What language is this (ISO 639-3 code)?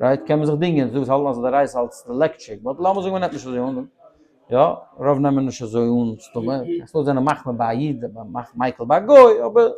yid